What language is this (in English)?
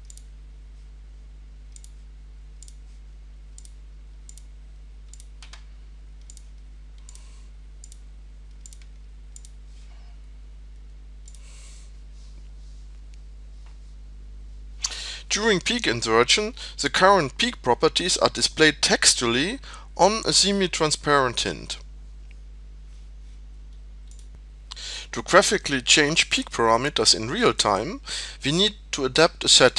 English